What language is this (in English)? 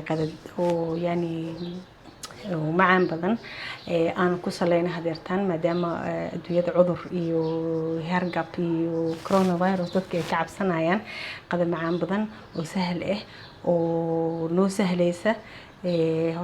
Somali